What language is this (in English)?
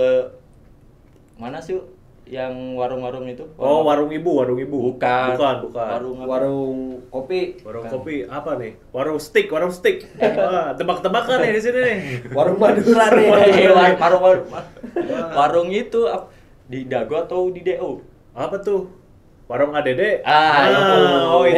Indonesian